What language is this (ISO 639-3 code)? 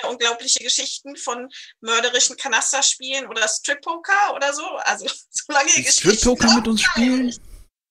deu